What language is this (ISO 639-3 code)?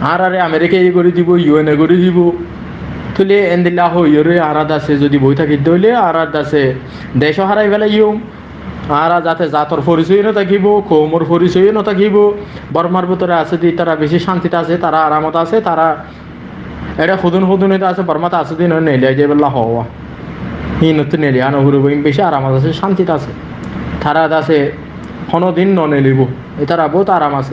rhg